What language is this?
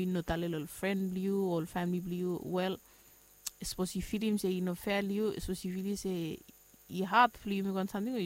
Bislama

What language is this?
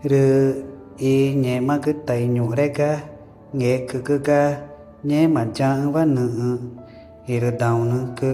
Ticuna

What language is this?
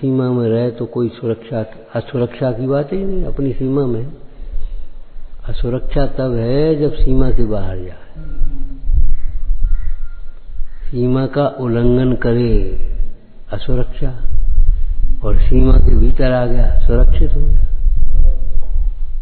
Hindi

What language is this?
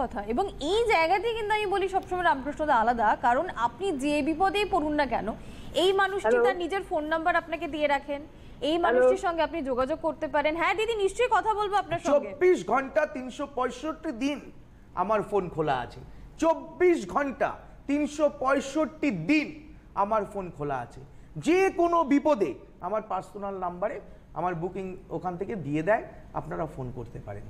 Bangla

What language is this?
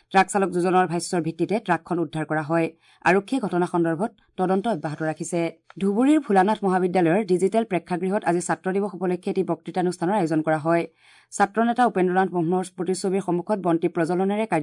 Assamese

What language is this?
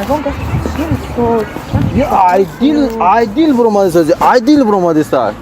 Tajik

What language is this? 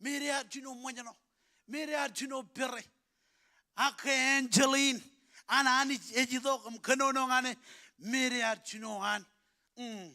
Marshallese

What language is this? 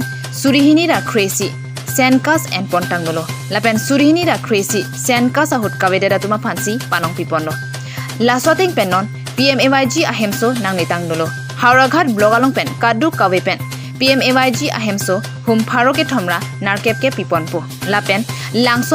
Karbi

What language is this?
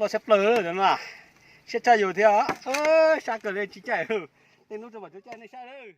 Hmong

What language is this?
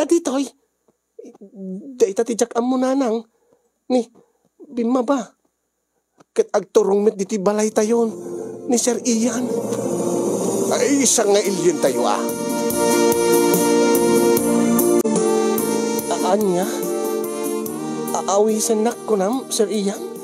Iloko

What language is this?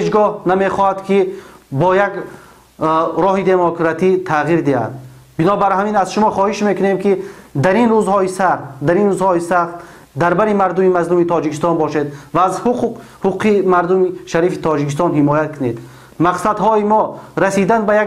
Tajik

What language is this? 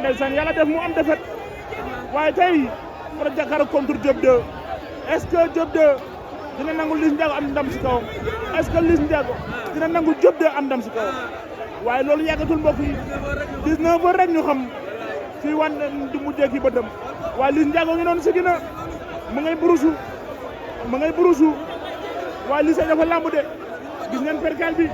Wolof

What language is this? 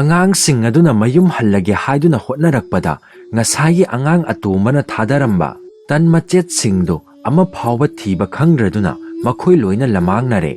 Manipuri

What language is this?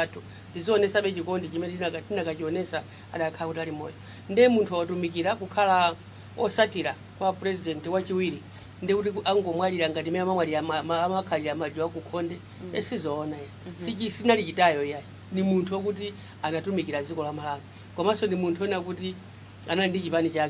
Nyanja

